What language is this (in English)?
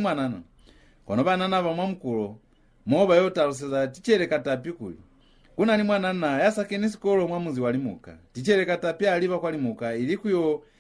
Lozi